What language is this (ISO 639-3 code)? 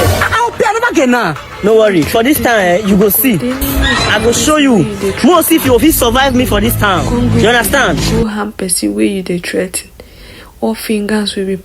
pcm